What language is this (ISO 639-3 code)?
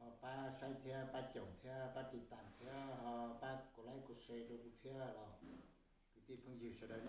hmn